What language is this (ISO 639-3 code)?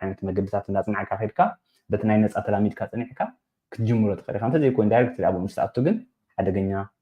tir